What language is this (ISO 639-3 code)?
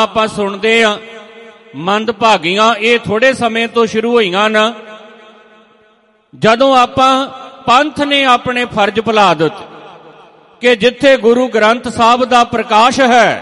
pan